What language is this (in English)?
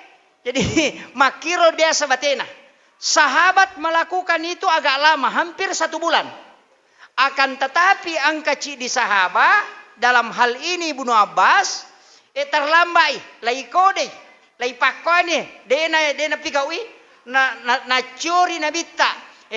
Buginese